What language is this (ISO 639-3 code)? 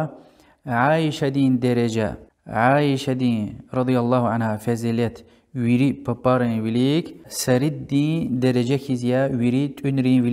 lez